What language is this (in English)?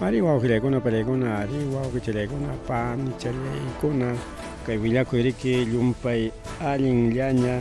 Ayacucho Quechua